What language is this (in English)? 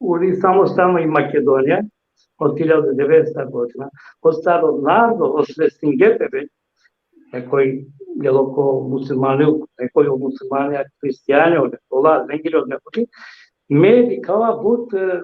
Balkan Romani